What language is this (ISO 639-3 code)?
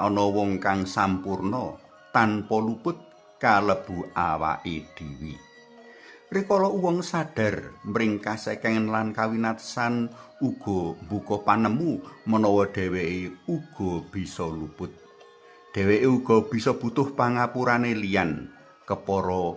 jav